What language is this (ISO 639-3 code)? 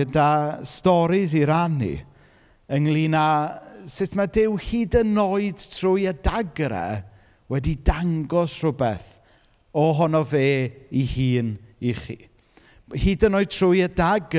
cym